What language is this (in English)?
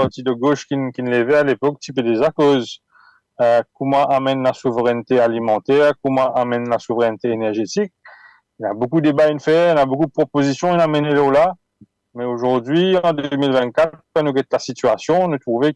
Morisyen